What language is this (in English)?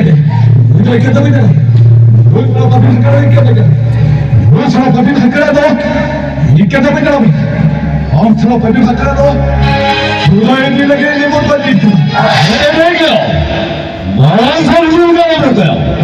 Santali